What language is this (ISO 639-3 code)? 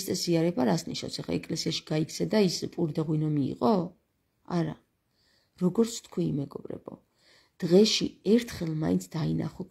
kat